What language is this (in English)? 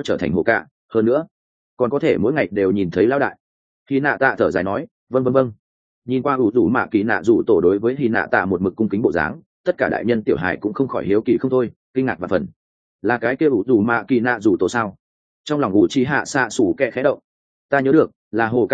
Vietnamese